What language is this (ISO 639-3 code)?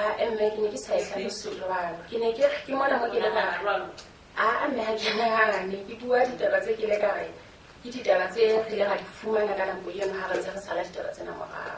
sot